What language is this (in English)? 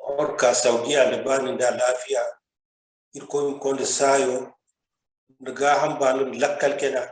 Zarma